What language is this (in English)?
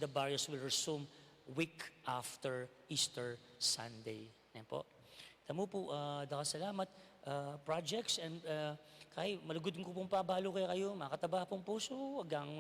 Pampanga